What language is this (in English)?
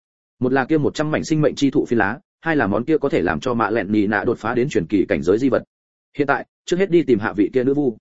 Vietnamese